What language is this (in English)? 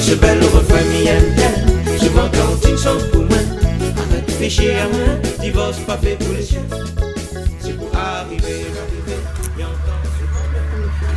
Réunion Creole French